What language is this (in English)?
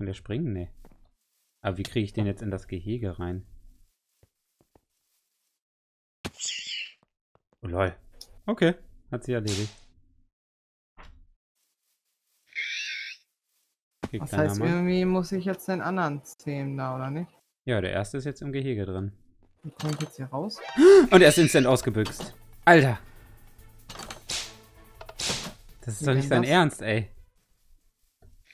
German